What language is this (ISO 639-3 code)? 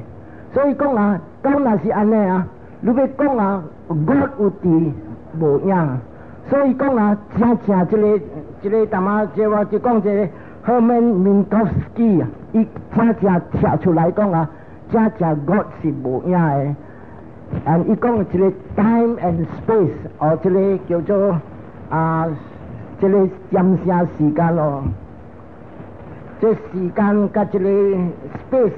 nan